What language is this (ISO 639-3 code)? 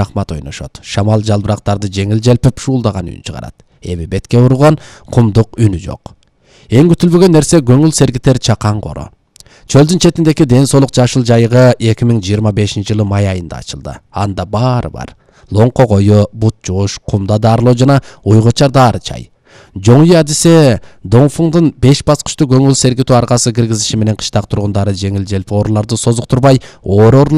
kir